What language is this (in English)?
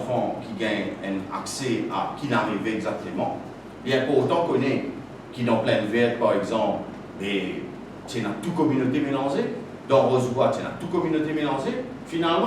Morisyen